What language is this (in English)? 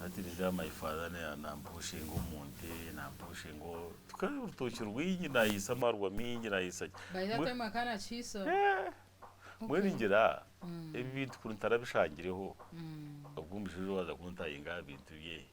Nyankole